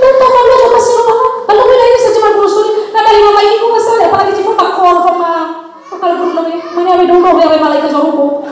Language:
Nias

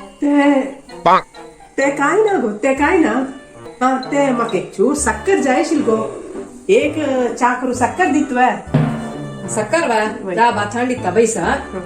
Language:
Konkani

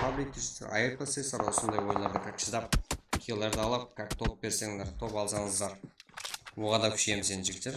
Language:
Kara-Kalpak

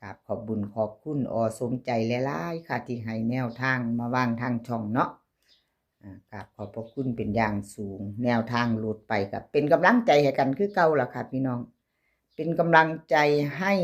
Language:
Northeastern Thai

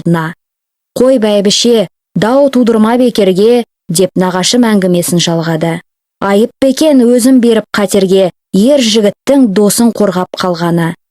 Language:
Kazakh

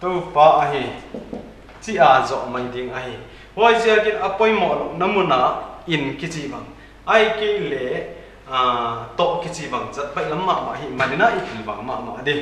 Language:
Paite Chin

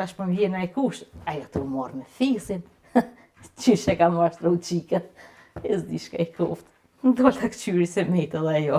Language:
Albanian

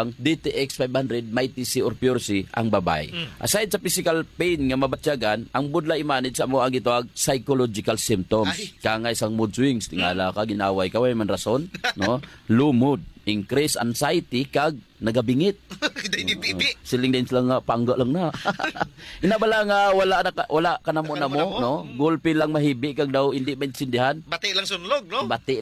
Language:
Hiligaynon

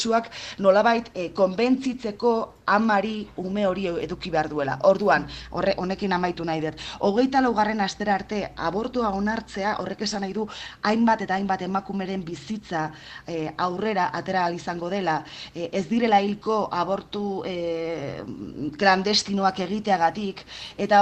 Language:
Basque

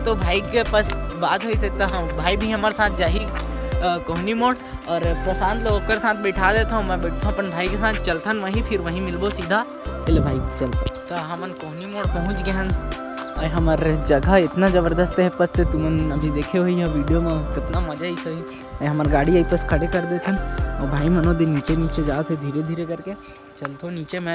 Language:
Chhattisgarhi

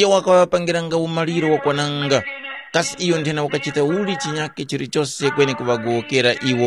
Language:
Tumbuka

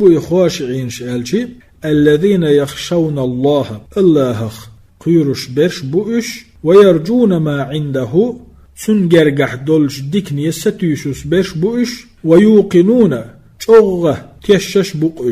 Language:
Chechen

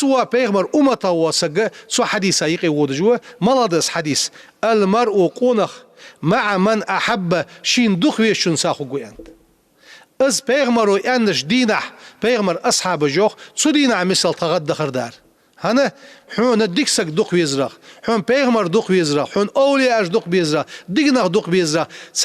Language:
Ingush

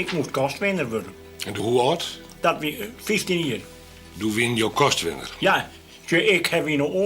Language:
Western Frisian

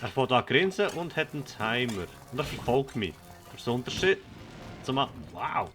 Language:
Swiss German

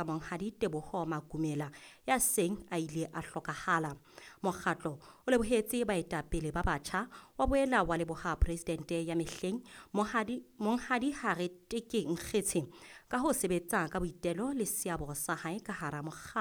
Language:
Southern Sotho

